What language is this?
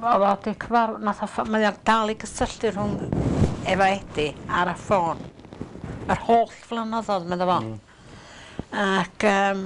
Welsh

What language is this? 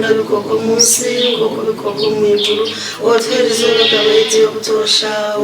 Nyankole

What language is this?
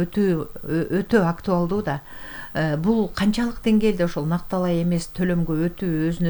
Kyrgyz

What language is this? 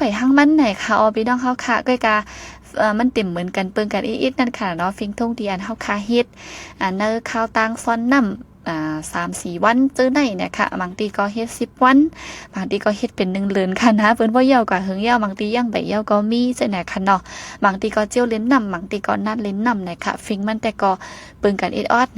Shan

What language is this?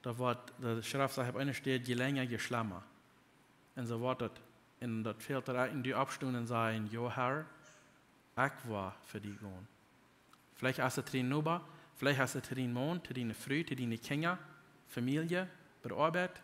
Plautdietsch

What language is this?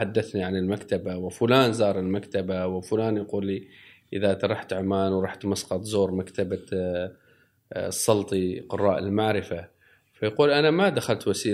Gulf Arabic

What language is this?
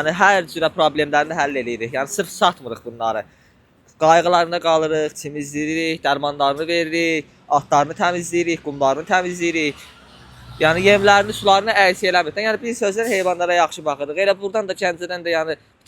Azerbaijani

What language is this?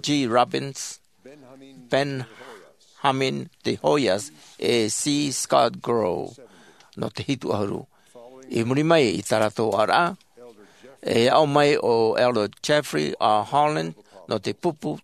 Tahitian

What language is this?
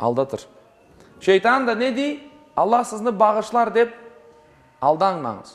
Crimean Tatar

